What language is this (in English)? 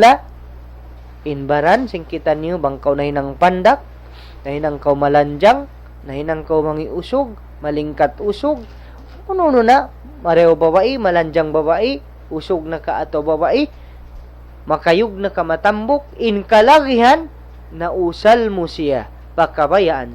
Tausug